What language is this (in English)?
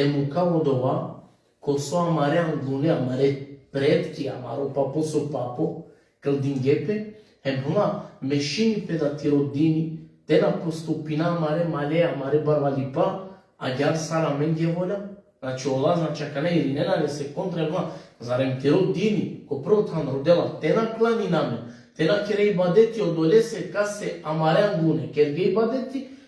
Balkan Romani